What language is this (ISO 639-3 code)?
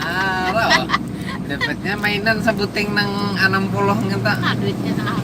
bjn